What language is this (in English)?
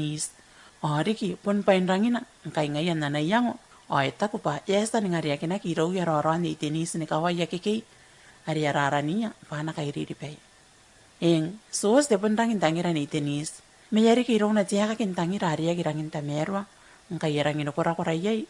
Gilbertese